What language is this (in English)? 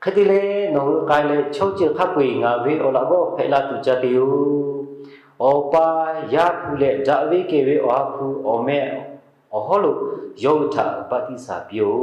Lahu